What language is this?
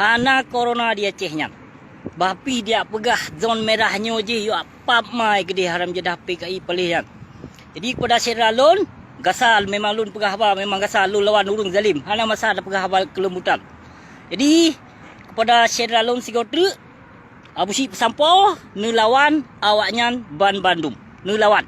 Achinese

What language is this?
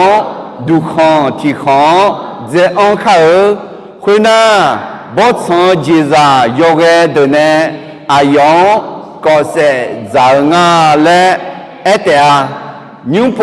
Akha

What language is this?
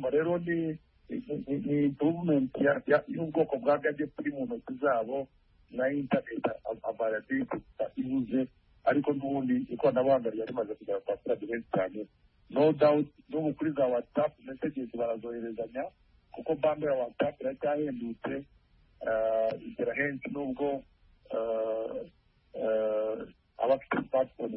Kinyarwanda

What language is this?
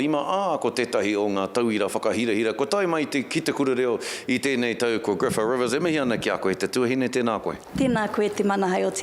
Māori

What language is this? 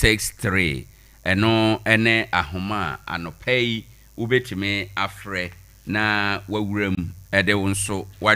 Akan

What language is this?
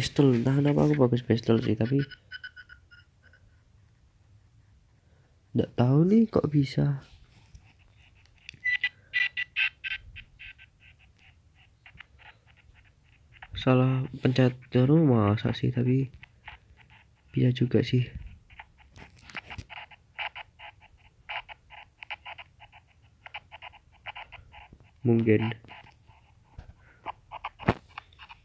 Indonesian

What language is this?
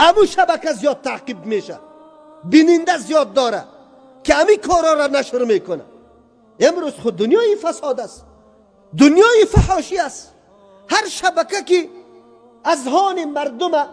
Persian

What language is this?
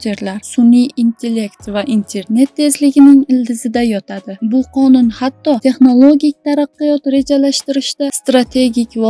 Uzbek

